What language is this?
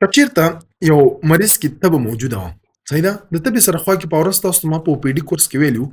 Pashto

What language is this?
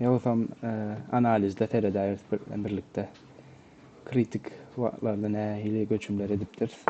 Turkmen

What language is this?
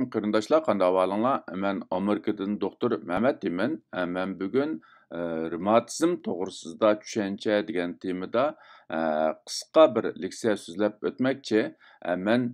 Uyghur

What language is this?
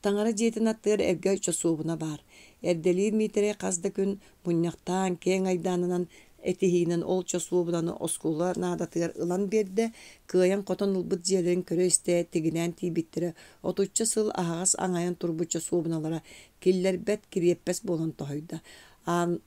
Yakut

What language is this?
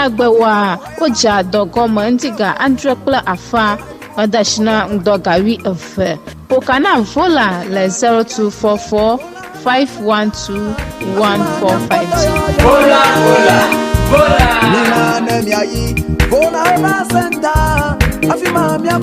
Ewe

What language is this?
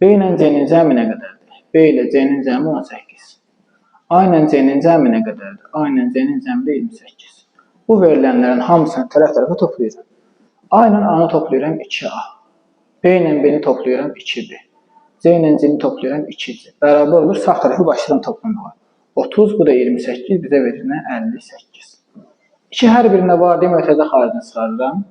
Azerbaijani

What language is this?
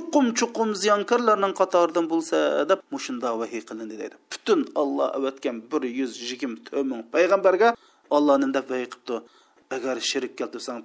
Uyghur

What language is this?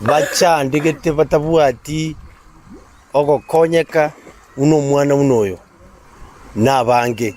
Gusii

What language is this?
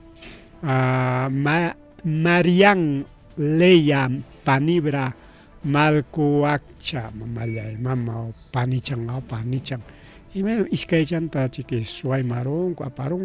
Ayacucho Quechua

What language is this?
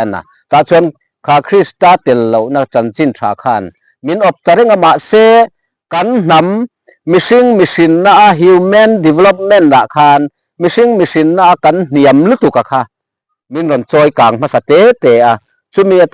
Mizo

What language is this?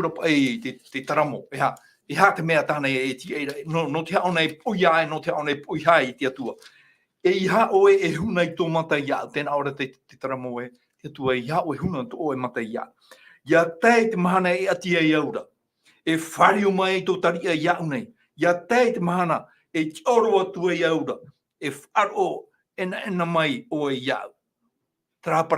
Tahitian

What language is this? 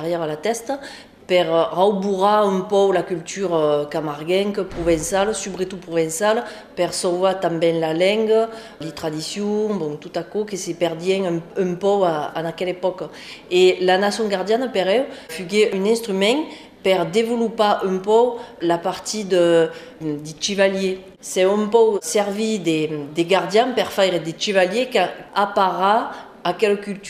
Occitan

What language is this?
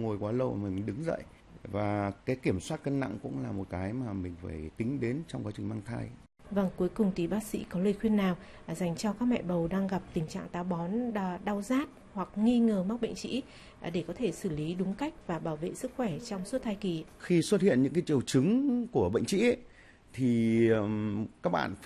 Vietnamese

